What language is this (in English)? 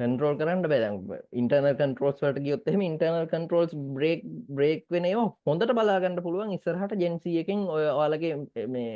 Sinhala